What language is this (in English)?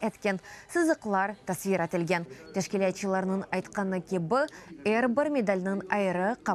Crimean Tatar